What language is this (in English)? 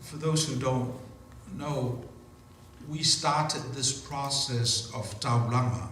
Samoan